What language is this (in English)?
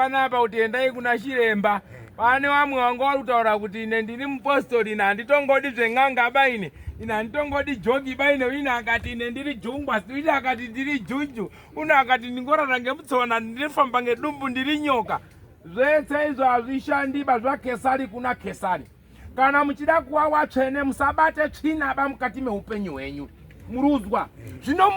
Shona